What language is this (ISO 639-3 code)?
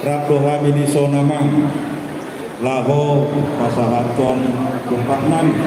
bbc